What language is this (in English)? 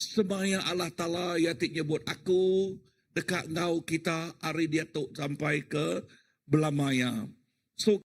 Iban